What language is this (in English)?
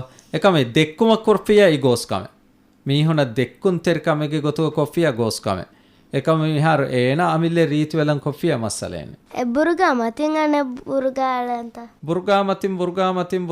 Divehi